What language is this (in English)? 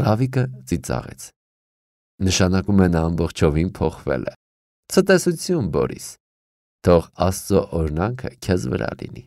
Armenian